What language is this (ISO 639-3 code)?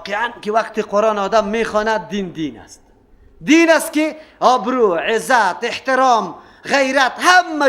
fas